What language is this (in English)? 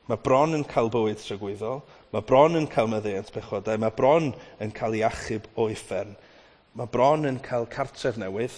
Welsh